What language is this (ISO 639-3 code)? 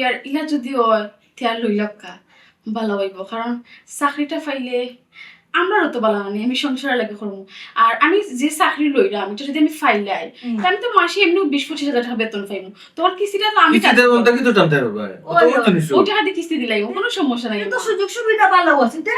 syl